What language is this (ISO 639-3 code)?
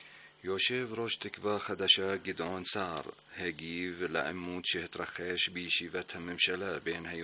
heb